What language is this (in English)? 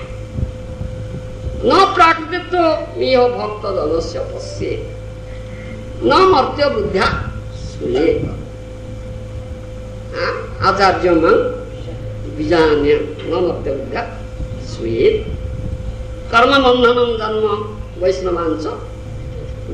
Odia